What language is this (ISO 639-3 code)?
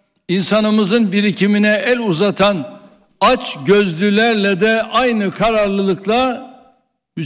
tur